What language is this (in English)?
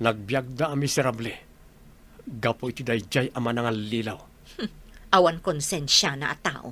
Iloko